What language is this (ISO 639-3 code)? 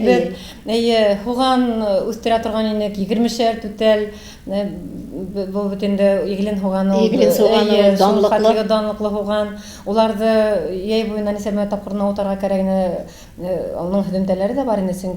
tat